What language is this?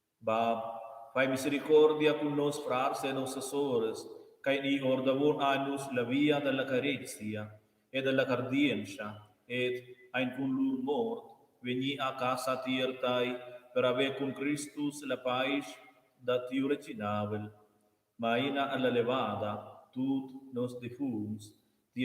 Romansh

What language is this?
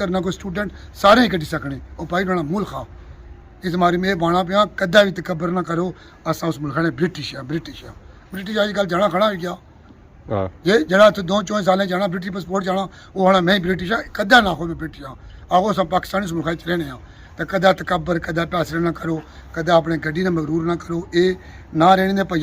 Pahari-Potwari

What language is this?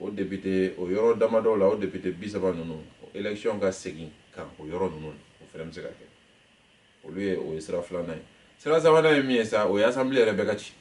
Bambara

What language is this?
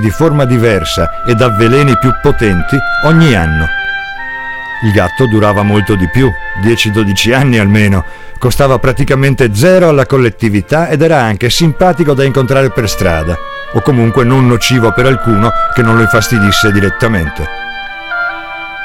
Italian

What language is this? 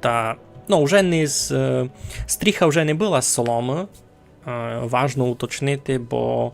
Rusyn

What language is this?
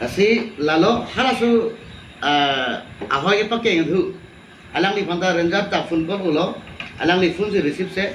Karbi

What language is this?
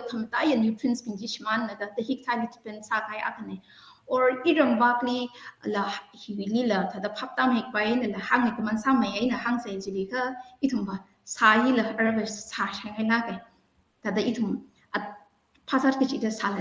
Tangkhul Naga (India)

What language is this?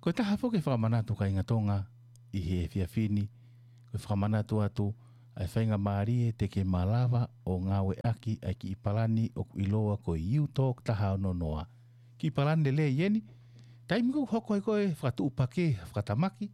Tongan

